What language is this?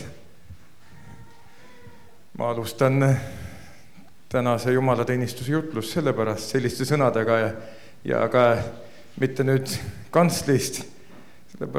Estonian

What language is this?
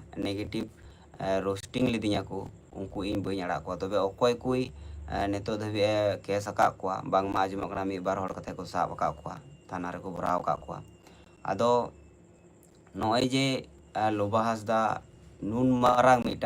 Santali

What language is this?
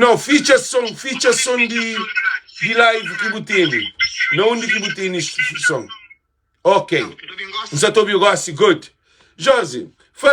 Kabuverdianu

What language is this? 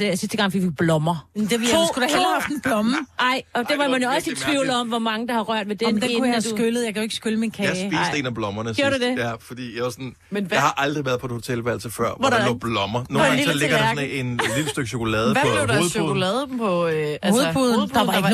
Danish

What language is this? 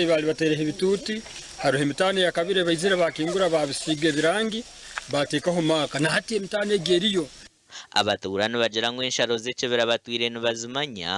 Nyankole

